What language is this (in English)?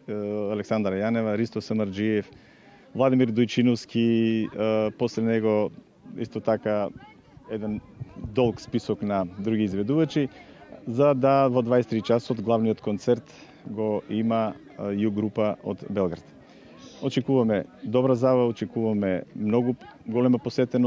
Macedonian